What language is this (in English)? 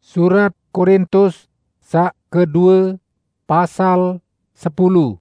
Sasak